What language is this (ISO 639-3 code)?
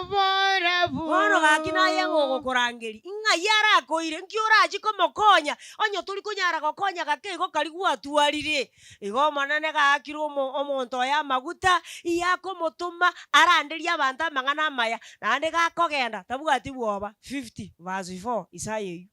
guz